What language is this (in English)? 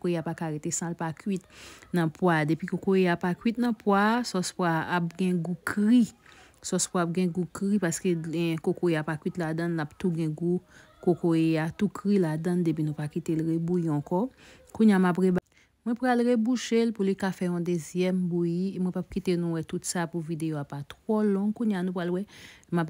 Haitian Creole